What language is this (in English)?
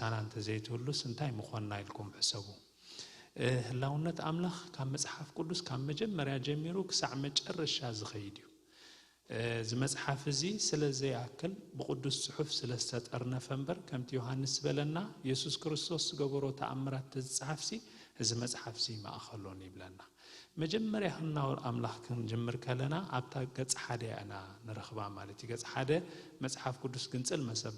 Tigrinya